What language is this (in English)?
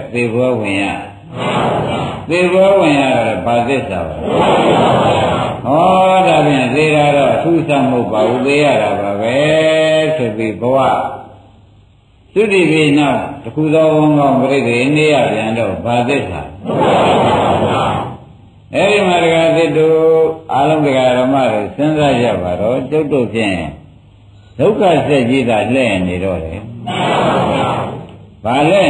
Burmese